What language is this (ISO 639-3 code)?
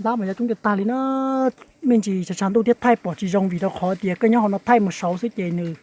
hmn